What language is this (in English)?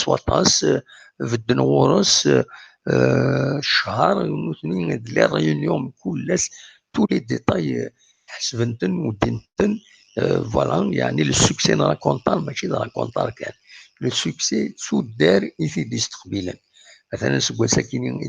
Kabyle